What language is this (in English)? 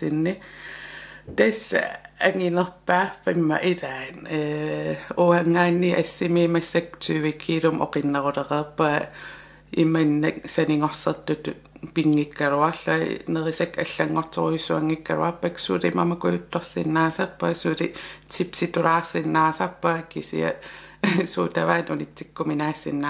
Kalaallisut